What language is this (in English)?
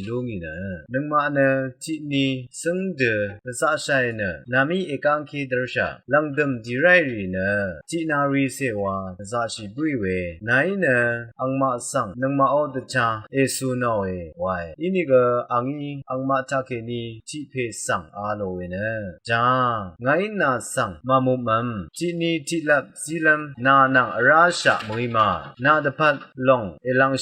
Rawang